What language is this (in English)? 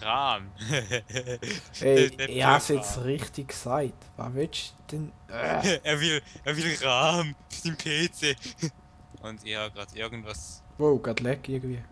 Swiss German